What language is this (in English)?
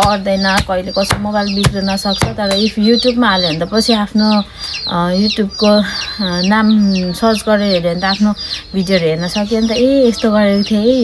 Nepali